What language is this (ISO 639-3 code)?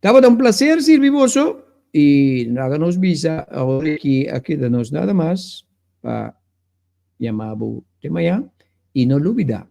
pap